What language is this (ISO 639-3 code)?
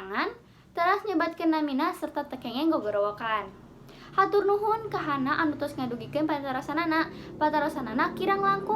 sun